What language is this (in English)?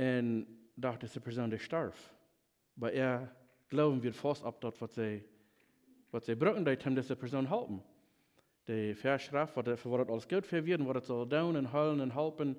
Plautdietsch